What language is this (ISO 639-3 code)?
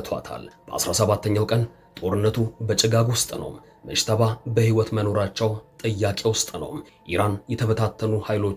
amh